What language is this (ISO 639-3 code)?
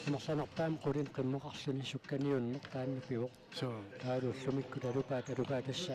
kal